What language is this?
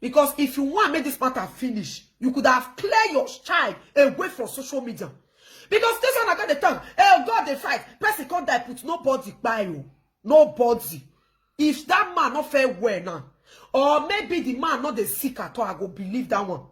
Nigerian Pidgin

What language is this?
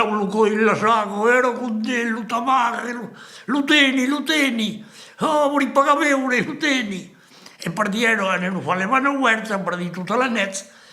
Occitan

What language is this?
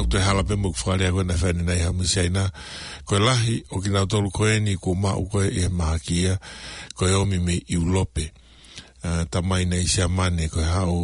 Tongan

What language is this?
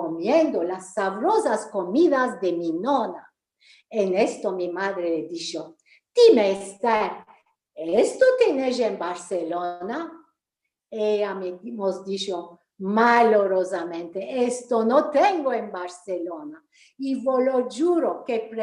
Ladino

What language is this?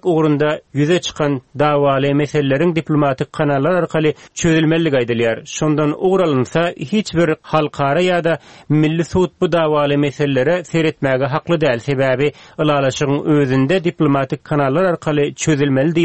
Turkmen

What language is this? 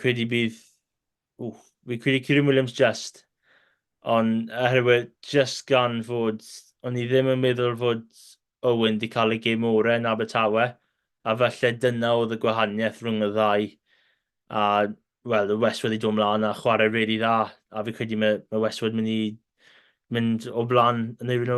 Welsh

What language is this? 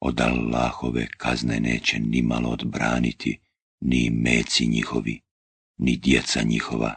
Bosnian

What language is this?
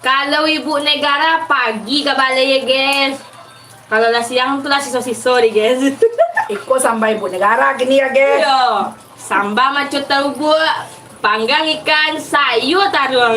Minangkabau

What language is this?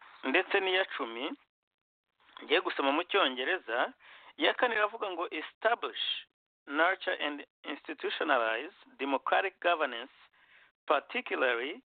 Kinyarwanda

